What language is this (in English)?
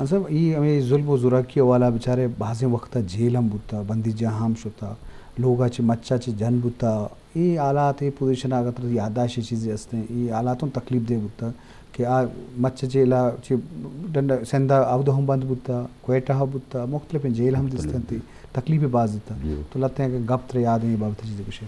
Eastern Balochi